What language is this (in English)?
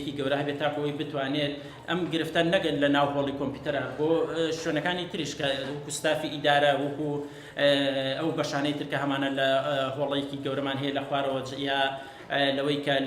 Central Kurdish